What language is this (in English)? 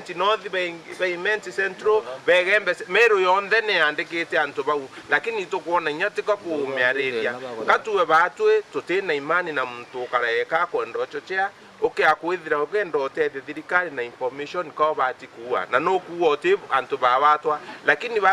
Meru